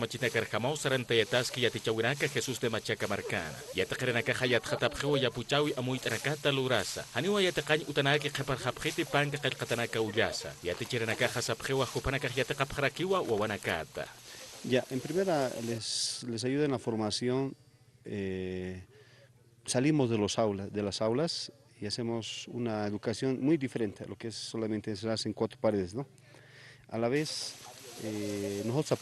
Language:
Aymara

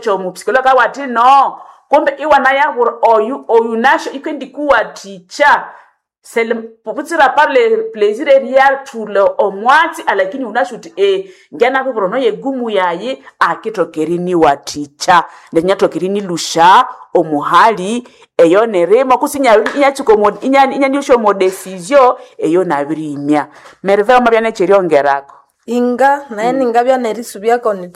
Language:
Nande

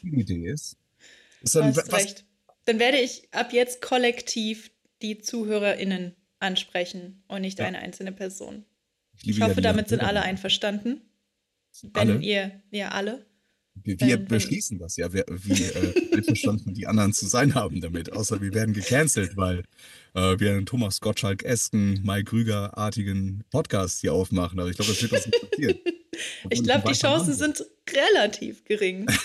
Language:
German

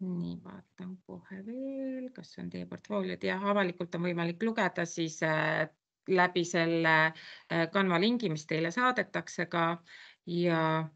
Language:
Estonian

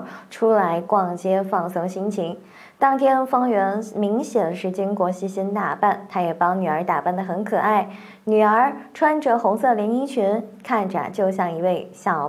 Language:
Chinese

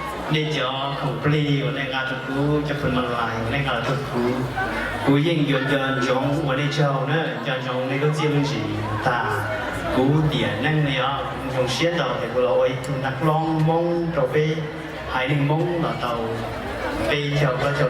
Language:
Hmong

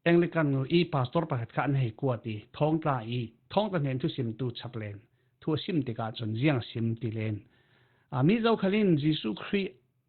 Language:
Falam Chin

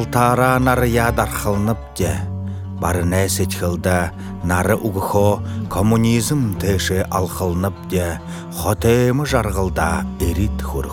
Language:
Buriat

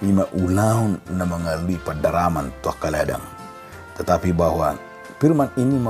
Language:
Batak Toba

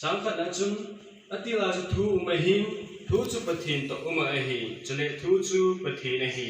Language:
Thado Chin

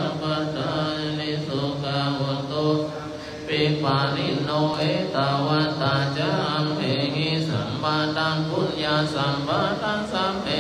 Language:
Pali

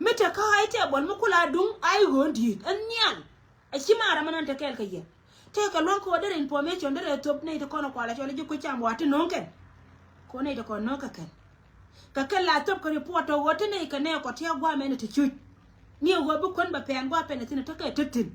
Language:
Nuer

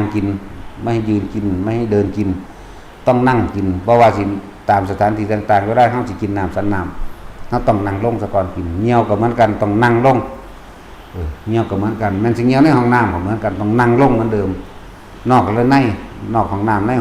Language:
Northeastern Thai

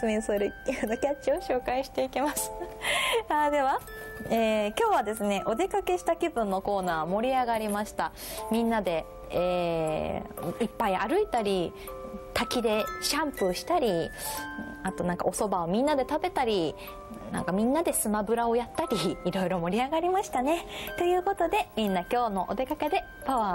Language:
Japanese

